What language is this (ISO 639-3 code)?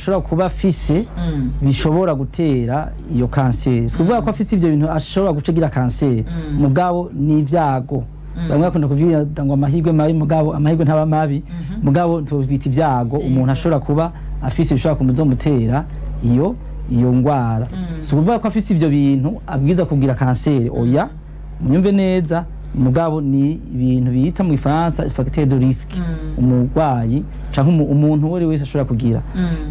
run